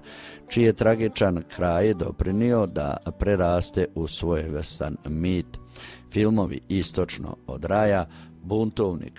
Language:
Croatian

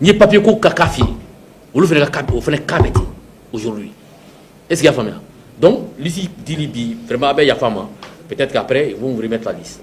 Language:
Bambara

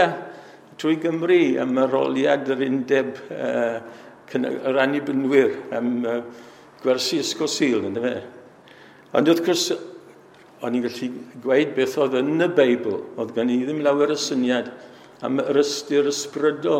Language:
Welsh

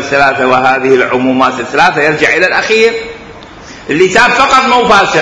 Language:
Mesopotamian Arabic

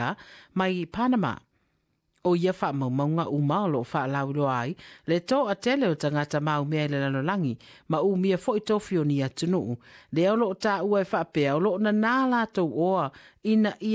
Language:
Samoan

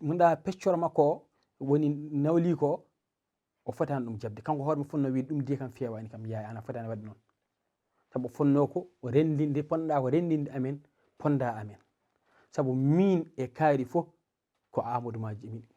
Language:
Fula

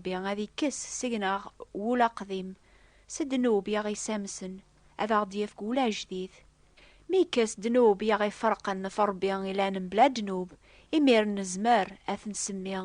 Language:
Kabyle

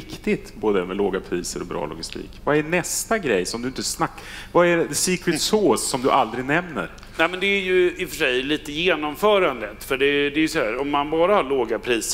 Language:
Swedish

